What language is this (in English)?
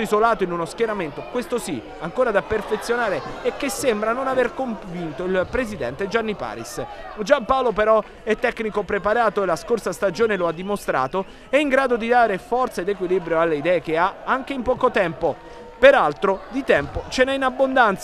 Italian